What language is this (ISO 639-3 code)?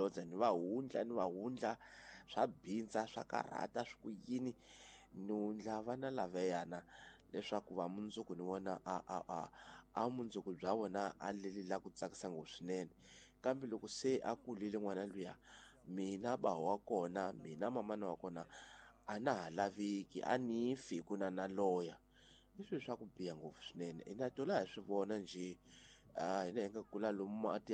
tso